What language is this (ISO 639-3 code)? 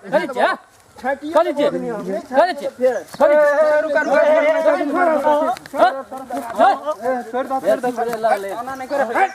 mai